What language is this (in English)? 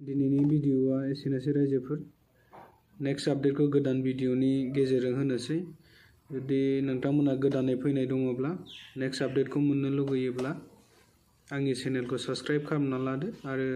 Bodo